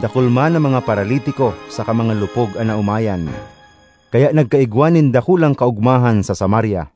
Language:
Bikol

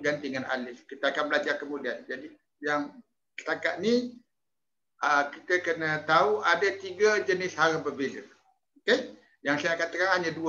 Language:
Malay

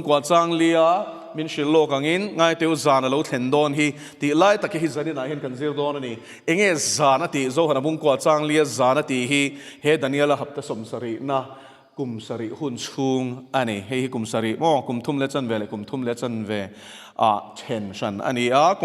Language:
Mizo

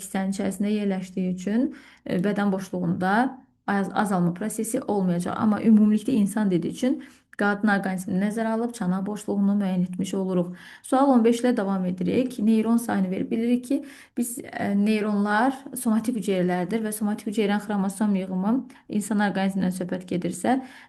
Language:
Azerbaijani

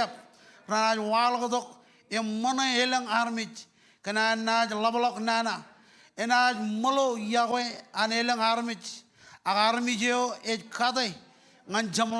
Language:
Marshallese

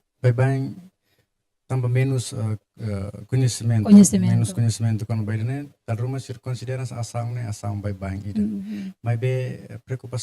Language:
Tetum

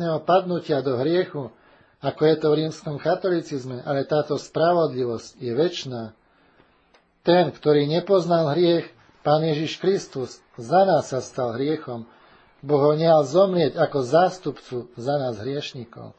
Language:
Slovak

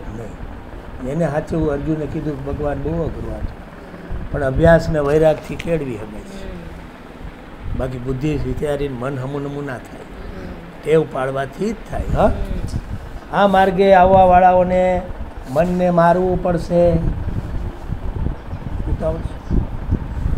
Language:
Gujarati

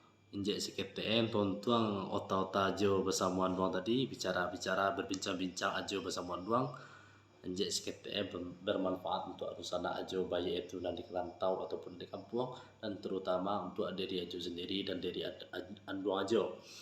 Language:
Minangkabau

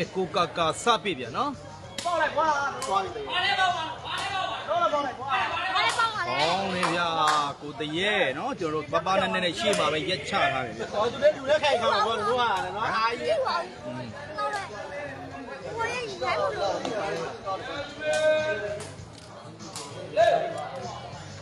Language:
Burmese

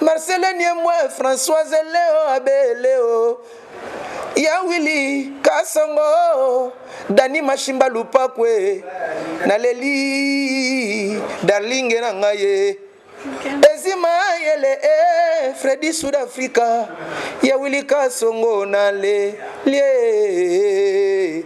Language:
Lingala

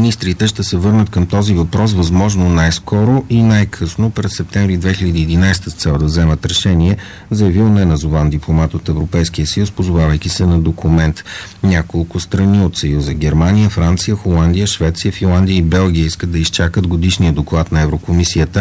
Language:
Bulgarian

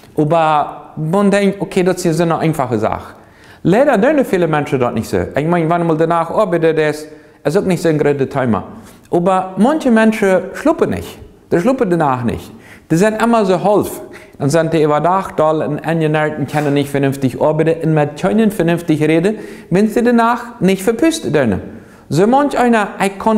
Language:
Plautdietsch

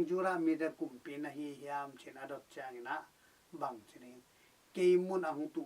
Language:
Tedim Chin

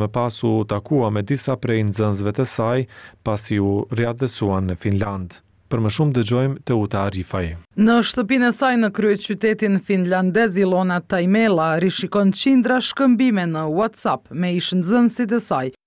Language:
Albanian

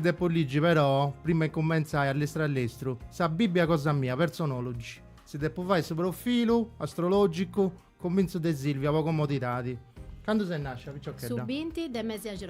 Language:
Sardinian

